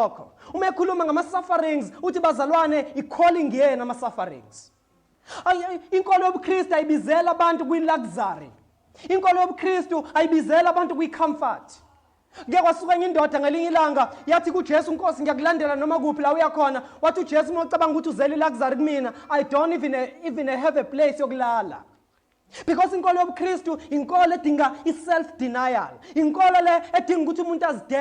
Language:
Zulu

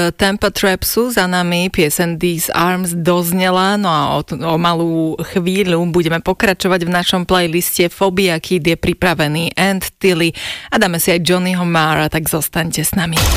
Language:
Slovak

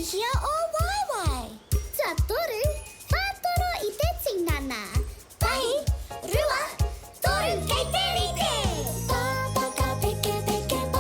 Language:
Māori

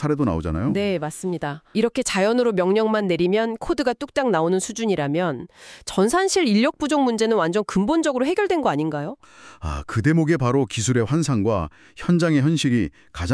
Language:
Korean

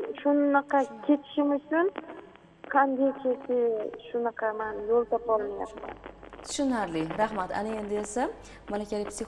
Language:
Uzbek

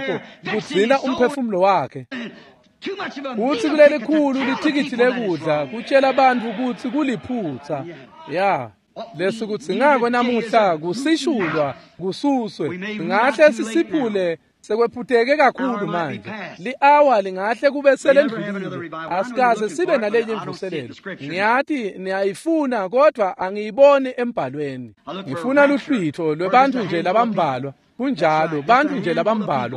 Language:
Swati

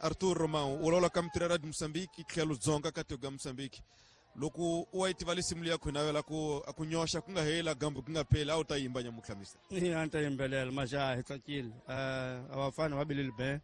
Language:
Tsonga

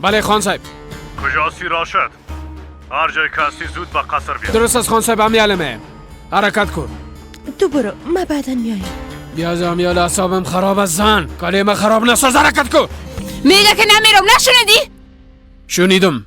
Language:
Persian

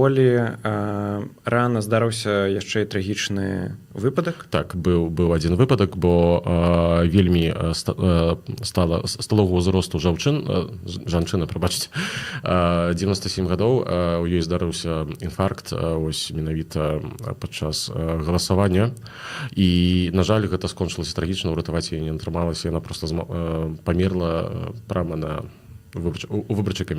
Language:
Belarusian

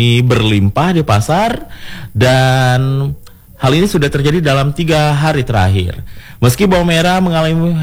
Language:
Indonesian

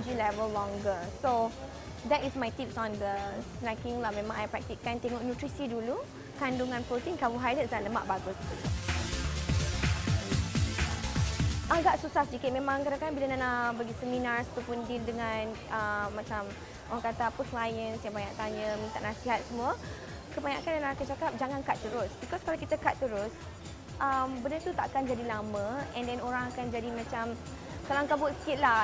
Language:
Malay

